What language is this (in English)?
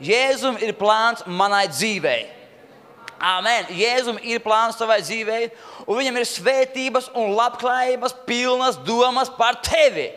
Latvian